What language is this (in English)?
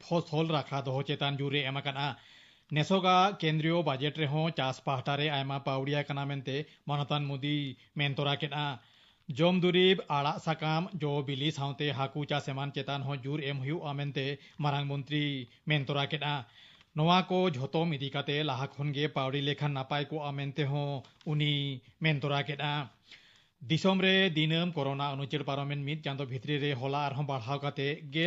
Santali